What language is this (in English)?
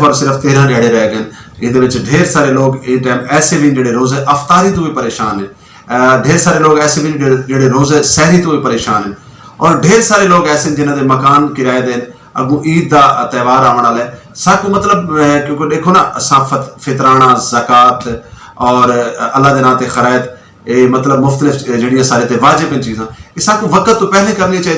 Saraiki